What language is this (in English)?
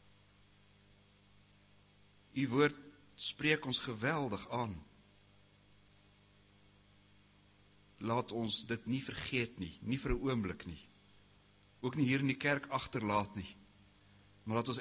Afrikaans